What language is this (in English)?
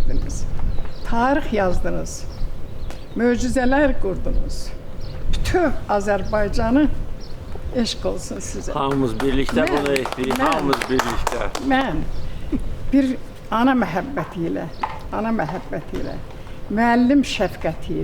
Azerbaijani